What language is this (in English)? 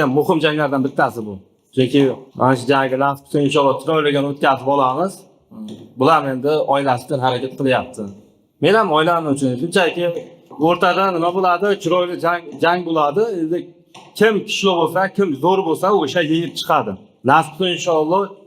Uzbek